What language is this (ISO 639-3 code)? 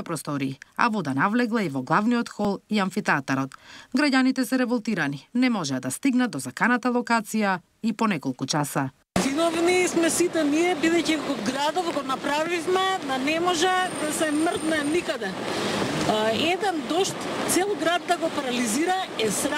mkd